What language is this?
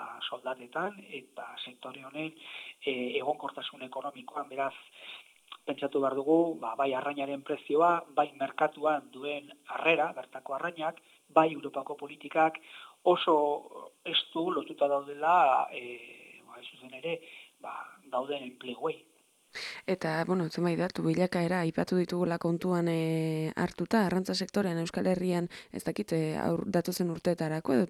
Basque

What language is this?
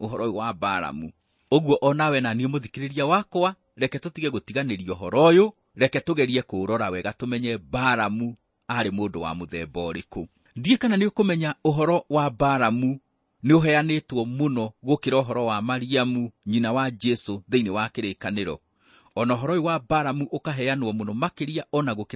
Kikuyu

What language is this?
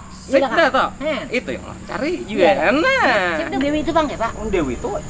Banjar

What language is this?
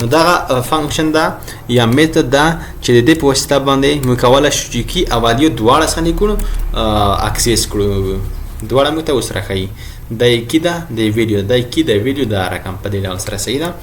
Pashto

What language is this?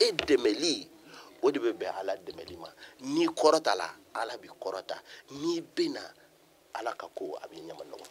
Bambara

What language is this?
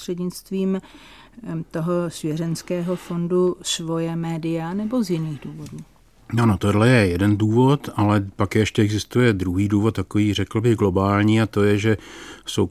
Czech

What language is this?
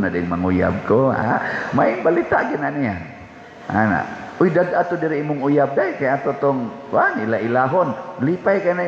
Cebuano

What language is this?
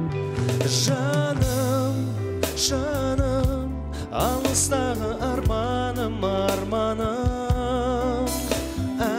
Kazakh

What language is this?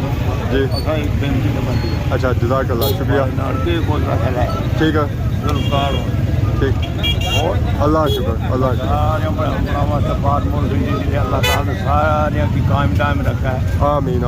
Pahari-Potwari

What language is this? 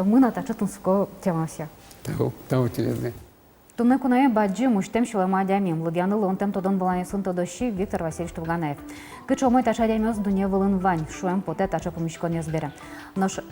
Udmurt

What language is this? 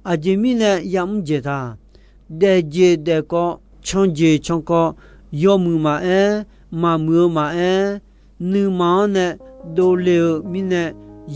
Akha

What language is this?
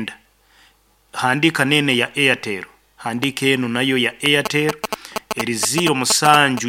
Nyoro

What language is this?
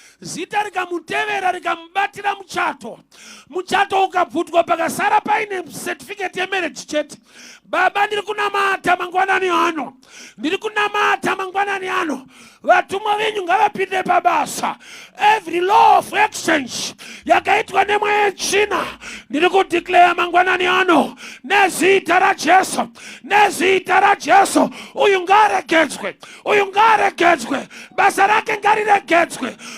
Shona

